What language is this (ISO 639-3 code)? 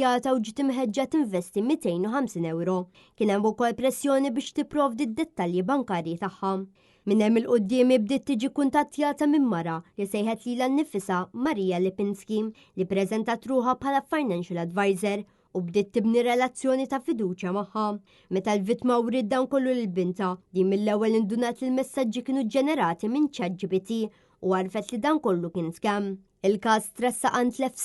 mlt